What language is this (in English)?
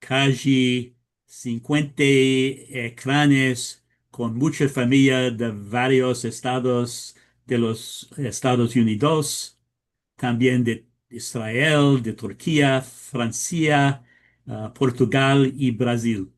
Ladino